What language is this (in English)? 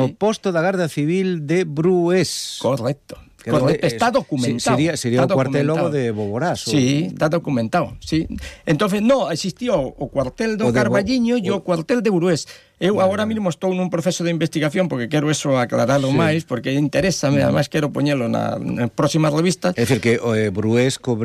Galician